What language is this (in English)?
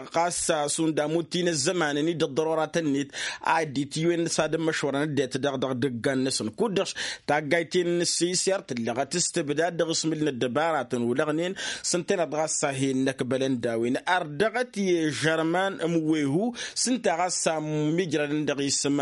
Tamasheq